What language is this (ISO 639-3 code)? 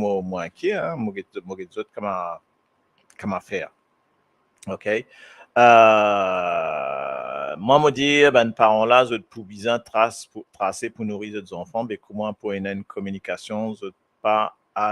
mfe